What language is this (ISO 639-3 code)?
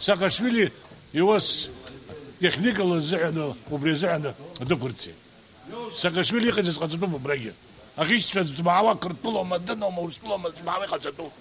abk